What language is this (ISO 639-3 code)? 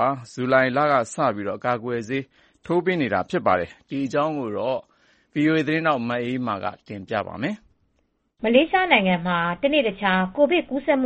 mya